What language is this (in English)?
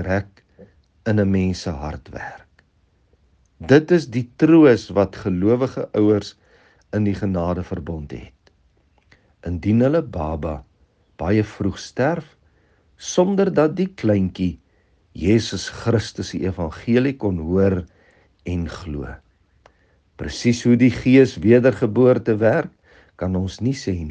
Afrikaans